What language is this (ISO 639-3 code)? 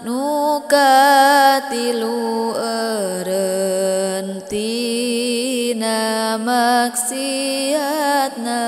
sun